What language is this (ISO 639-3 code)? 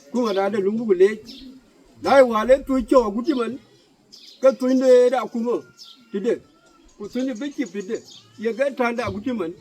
din